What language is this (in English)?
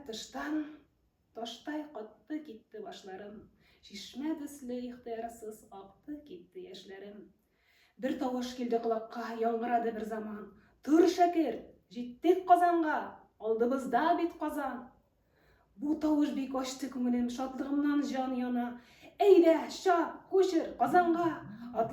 Tatar